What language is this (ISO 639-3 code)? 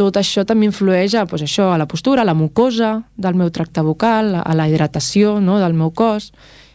cat